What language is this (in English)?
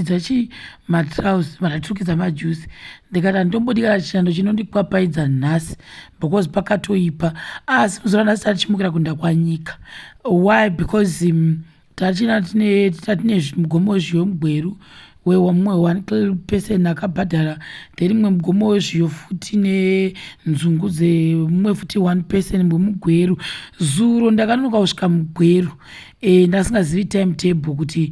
Shona